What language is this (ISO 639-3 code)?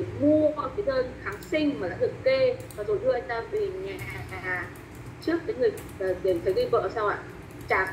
vie